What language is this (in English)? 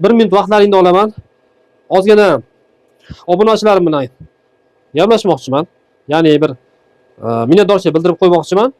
Uzbek